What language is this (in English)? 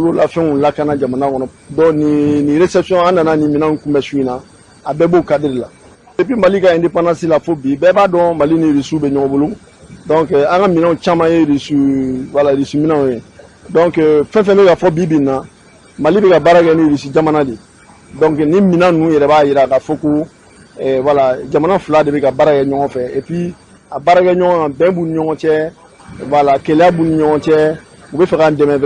Bambara